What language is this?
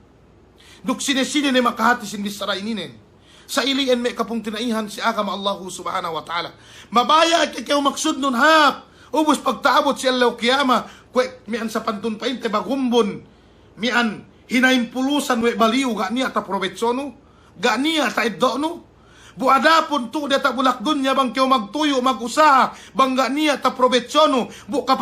Yakan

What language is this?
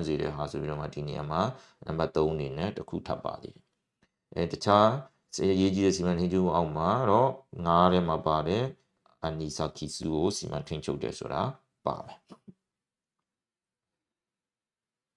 Burmese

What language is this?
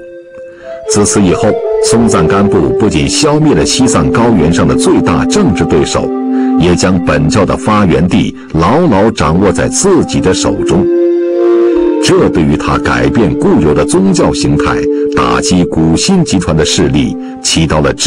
Chinese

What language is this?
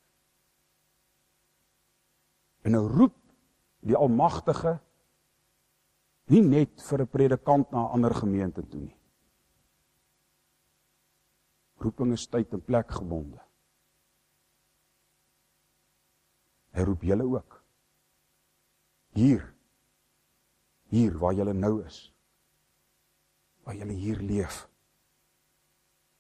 Afrikaans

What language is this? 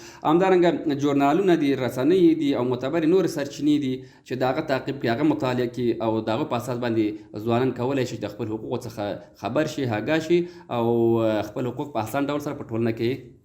Pashto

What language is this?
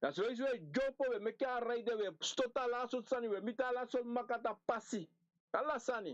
Sranan Tongo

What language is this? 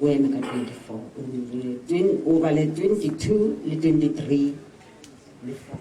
Tswana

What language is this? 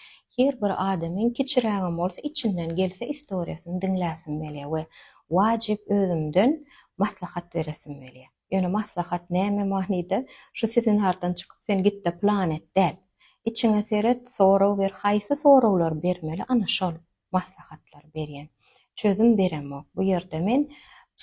Turkmen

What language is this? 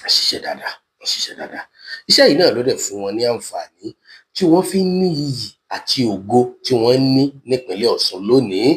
Yoruba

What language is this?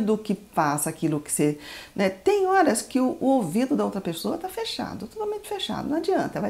Portuguese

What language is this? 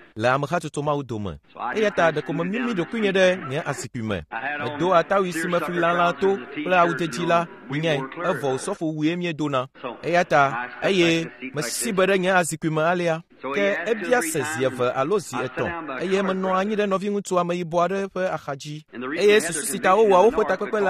Ewe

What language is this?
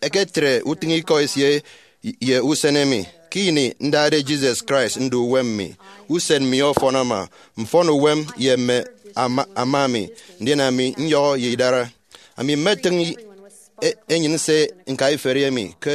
Efik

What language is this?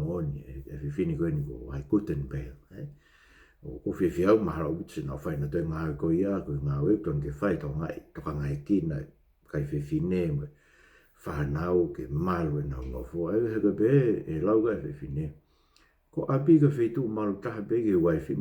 Tongan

